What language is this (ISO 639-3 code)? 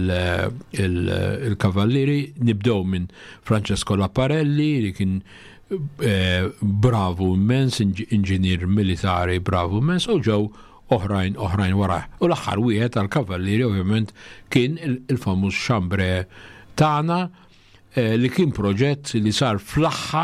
mlt